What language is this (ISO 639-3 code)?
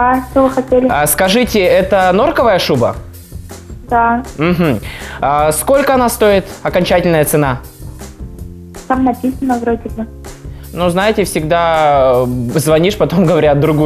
rus